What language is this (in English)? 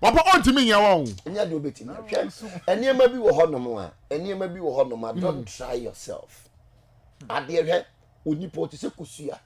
Akan